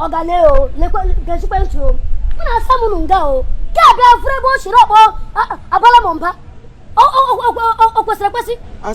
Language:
Igbo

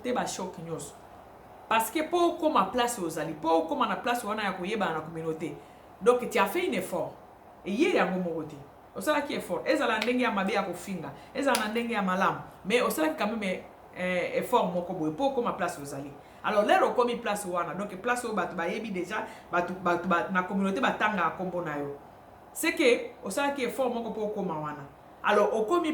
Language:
Lingala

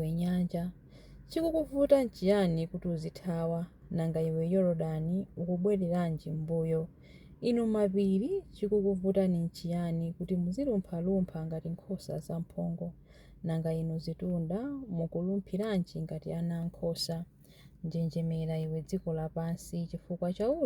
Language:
Nyanja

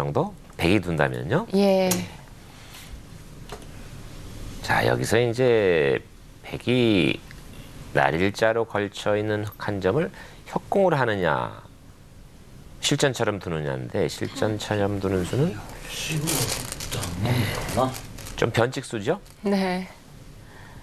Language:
Korean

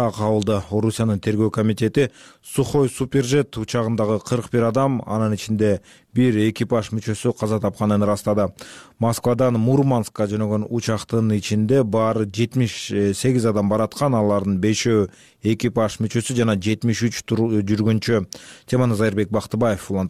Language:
Kyrgyz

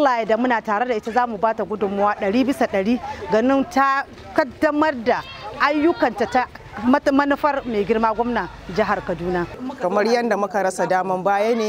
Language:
Hausa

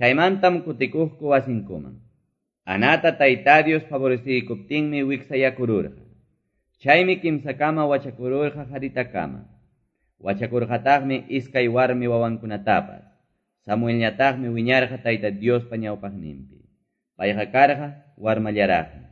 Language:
Quechua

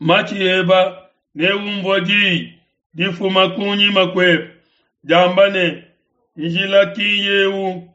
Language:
Luba-Lulua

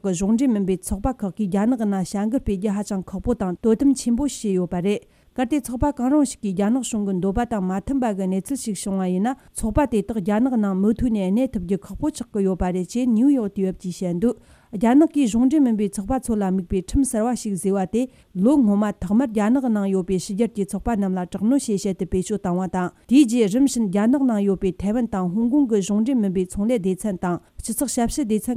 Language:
Tibetan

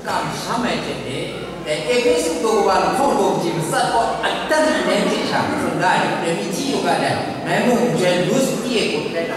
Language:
Kachin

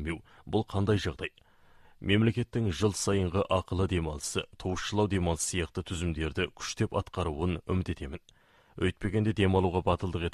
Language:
Kazakh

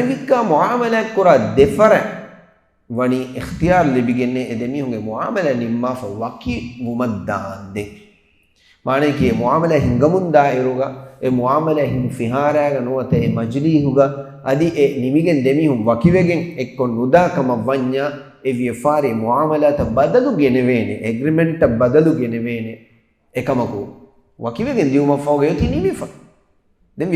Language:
Divehi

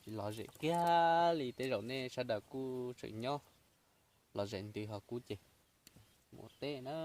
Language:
Hmong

